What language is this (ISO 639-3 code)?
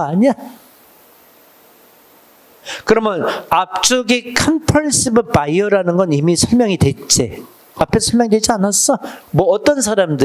kor